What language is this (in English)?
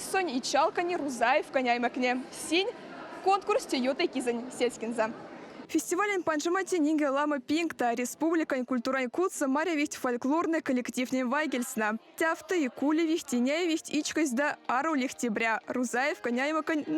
Erzya